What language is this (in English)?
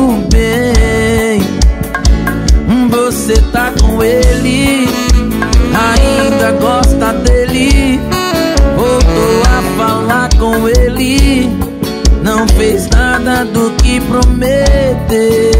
Portuguese